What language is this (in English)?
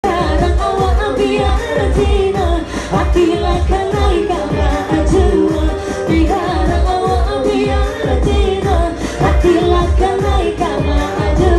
Minangkabau